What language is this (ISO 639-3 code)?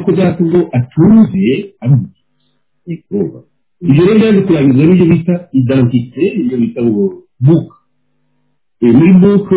kin